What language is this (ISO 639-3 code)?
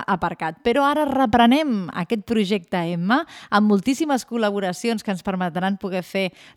cat